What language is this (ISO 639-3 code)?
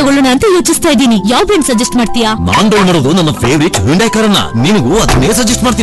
kan